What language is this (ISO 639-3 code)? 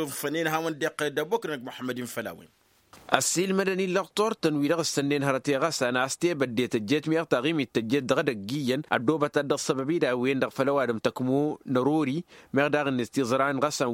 taq